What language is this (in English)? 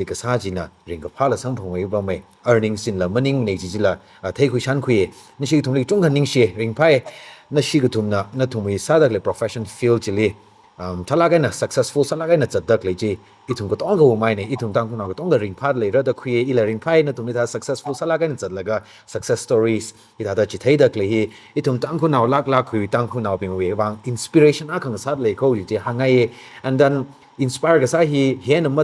Tangkhul Naga (India)